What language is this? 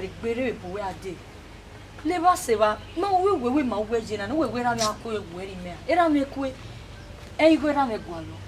Bini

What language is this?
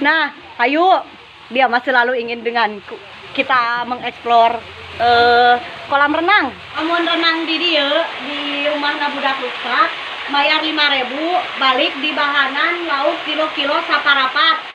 Sundanese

